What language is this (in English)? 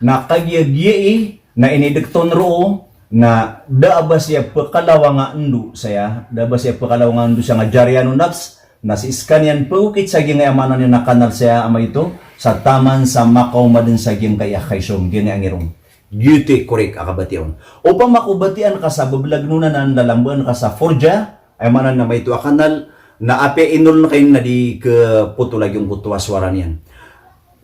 Maranao